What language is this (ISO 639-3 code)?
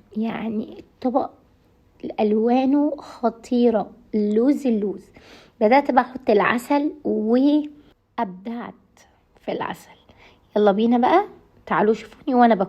arz